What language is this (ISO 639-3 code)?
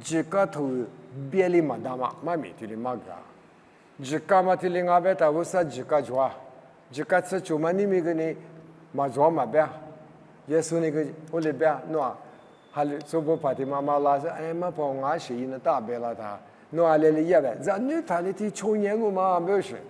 lis